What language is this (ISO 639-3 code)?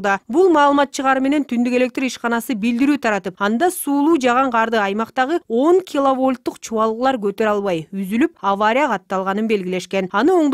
kir